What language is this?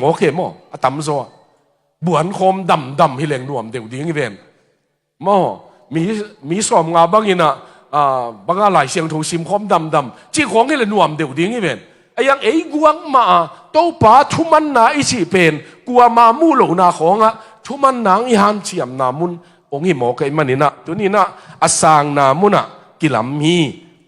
Tedim Chin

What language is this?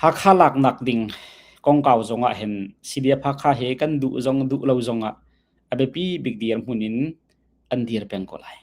Hakha Chin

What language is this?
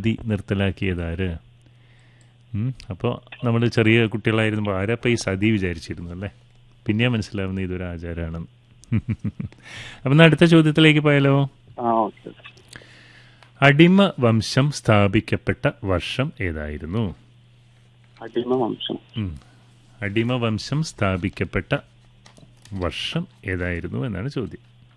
Malayalam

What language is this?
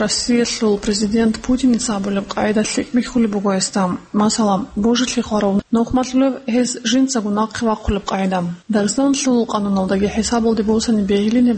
Avaric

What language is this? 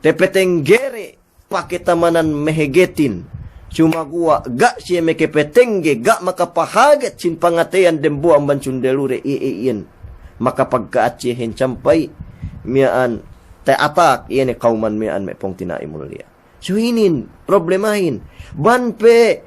Yakan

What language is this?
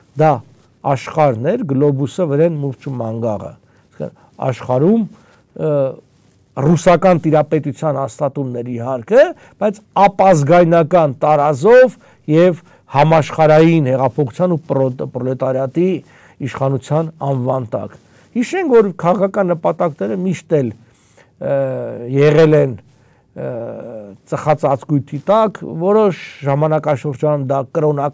Armenian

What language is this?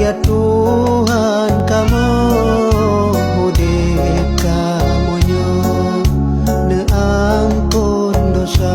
Achinese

